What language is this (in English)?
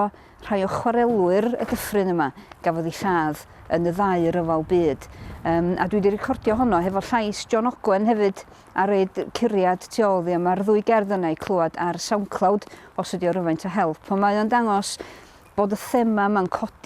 Welsh